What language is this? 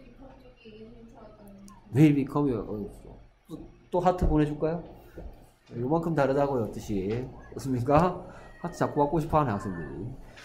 Korean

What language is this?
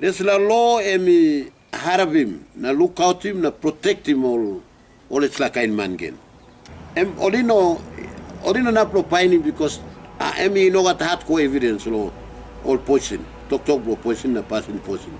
Tok Pisin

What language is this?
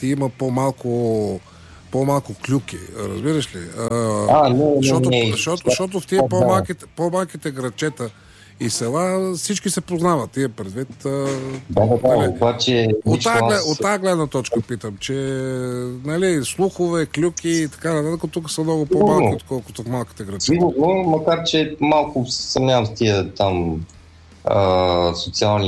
Bulgarian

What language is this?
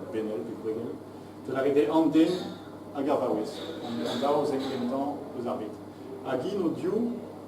Breton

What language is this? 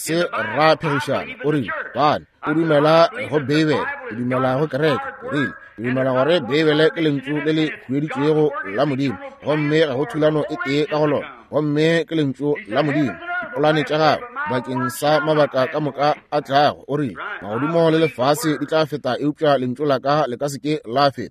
Northern Sotho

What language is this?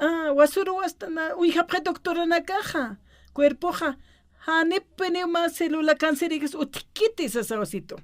Aymara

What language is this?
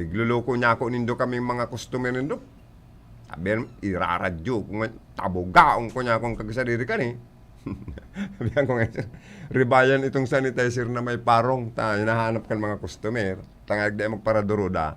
Bikol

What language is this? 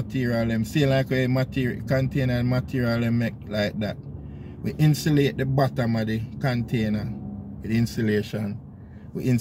Jamaican Creole English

